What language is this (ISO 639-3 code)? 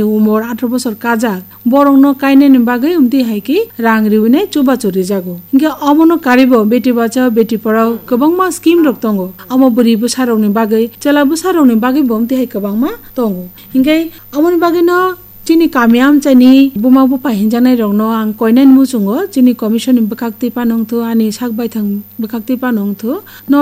trp